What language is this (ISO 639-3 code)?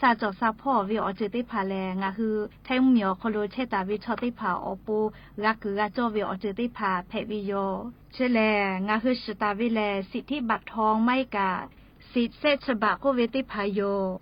lhu